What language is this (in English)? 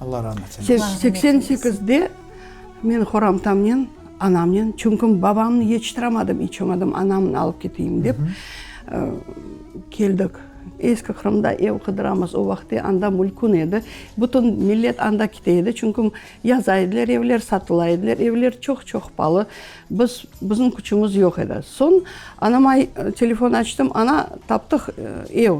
Crimean Tatar